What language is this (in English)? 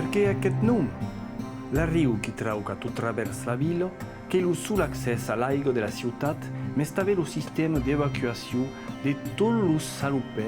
Occitan